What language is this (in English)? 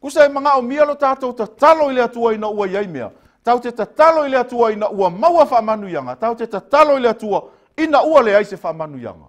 Samoan